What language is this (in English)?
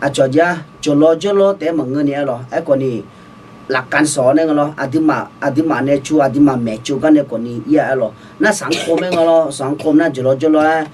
Akha